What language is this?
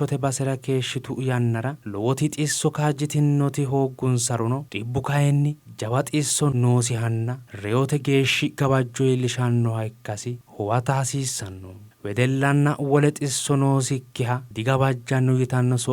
Sidamo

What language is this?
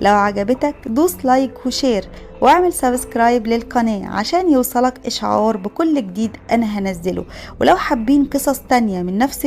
Egyptian Arabic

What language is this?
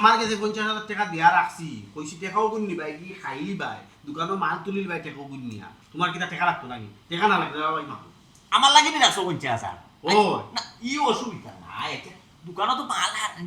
Sylheti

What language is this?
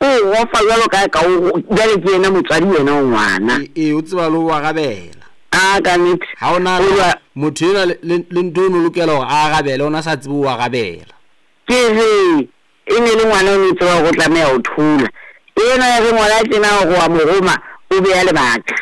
Southern Sotho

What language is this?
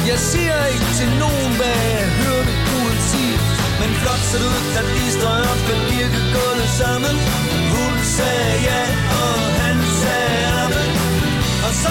Danish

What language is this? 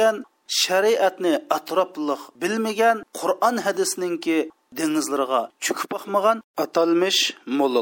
Uyghur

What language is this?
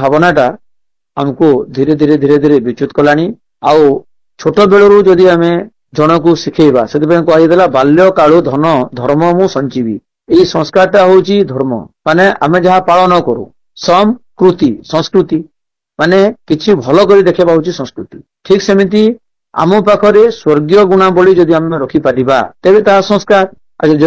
Odia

